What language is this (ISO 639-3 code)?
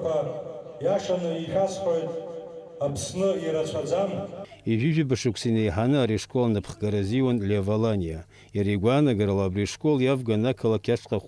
abk